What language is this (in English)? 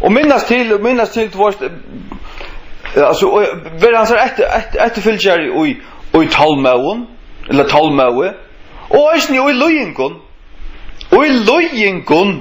Faroese